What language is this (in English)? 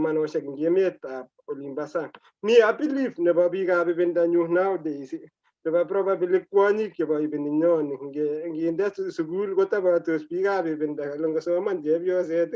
Kalenjin